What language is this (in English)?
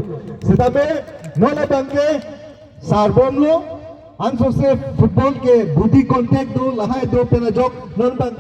Karbi